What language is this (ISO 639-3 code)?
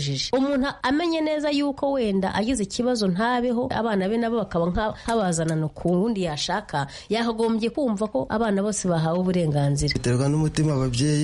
kin